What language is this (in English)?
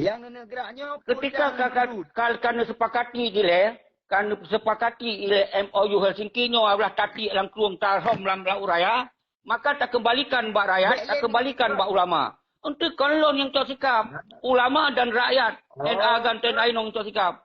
Achinese